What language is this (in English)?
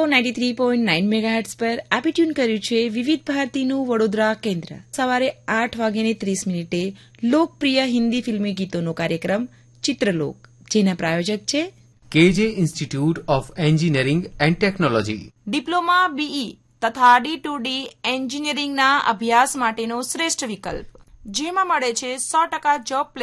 Gujarati